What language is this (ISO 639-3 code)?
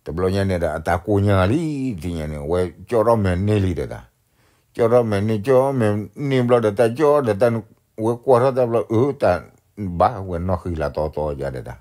ksw